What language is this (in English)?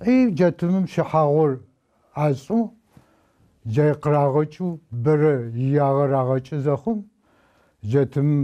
Adyghe